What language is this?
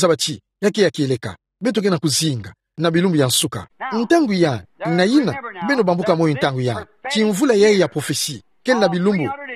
Kituba (Democratic Republic of Congo)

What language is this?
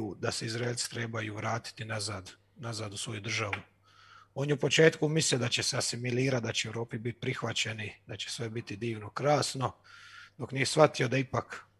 Croatian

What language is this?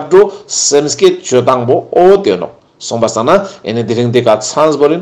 Ladakhi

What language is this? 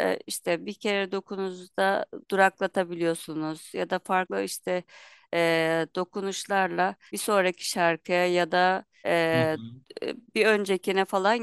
Turkish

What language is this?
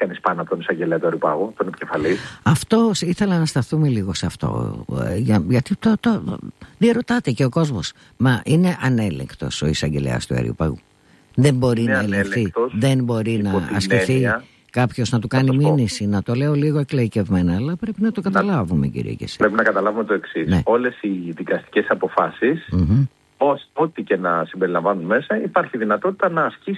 Greek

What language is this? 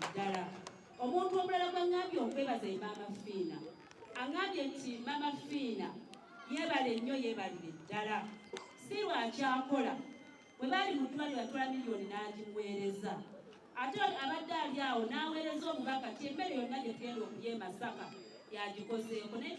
Ganda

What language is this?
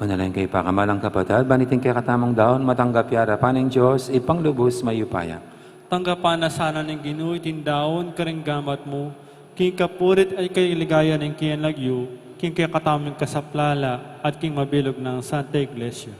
Pampanga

